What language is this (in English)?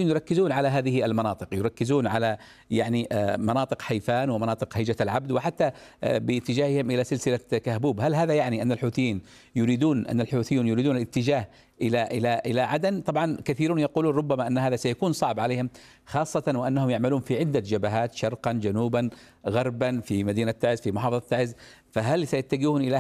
Arabic